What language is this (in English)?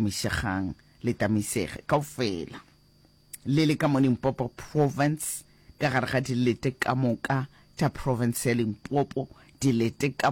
Northern Sotho